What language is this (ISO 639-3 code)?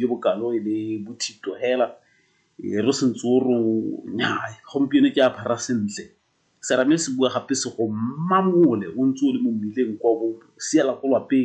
tsn